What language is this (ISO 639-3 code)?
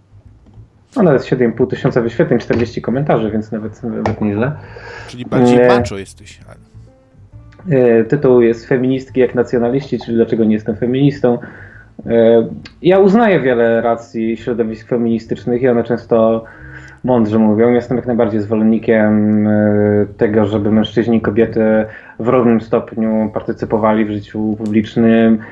pol